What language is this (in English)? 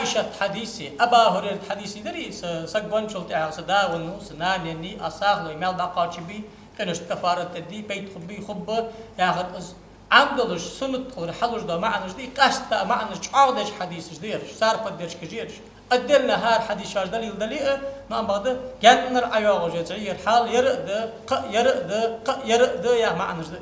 Ingush